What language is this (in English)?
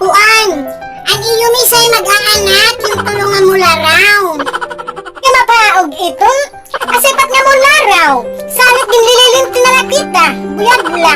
Waray